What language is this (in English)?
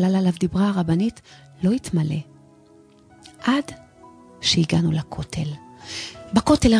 Hebrew